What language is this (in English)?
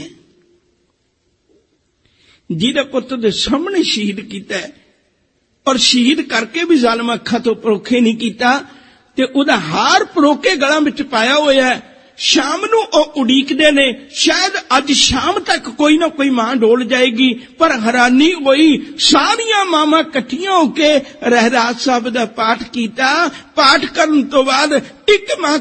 Punjabi